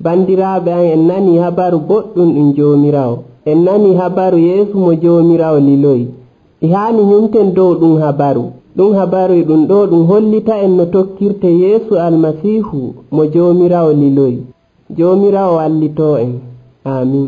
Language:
Nigerian Fulfulde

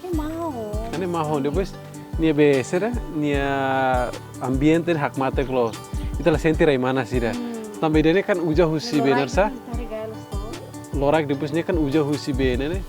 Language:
Tetum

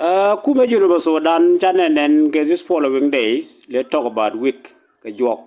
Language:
Nuer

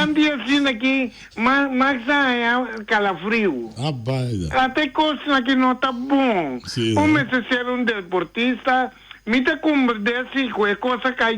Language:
Papiamento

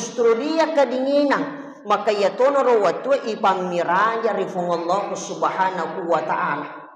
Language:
Buginese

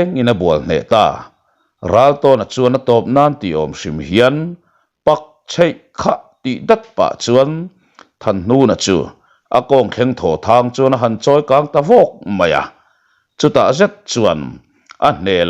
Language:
Mizo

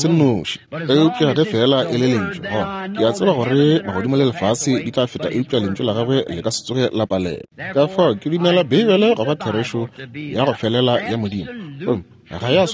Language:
Northern Sotho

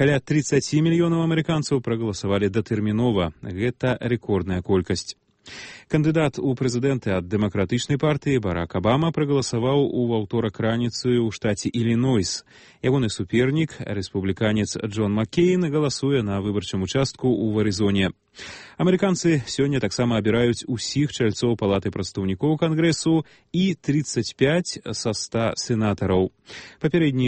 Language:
Belarusian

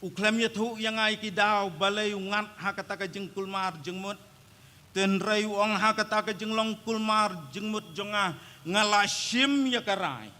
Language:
Khasi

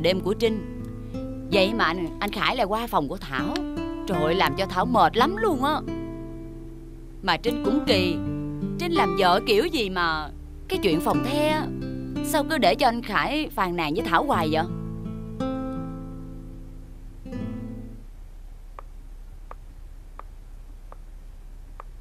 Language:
Vietnamese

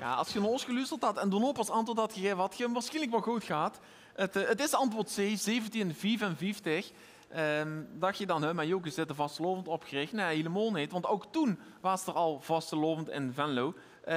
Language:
Limburgish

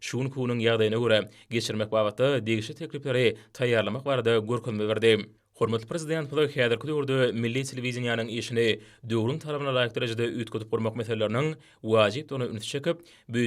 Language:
Turkmen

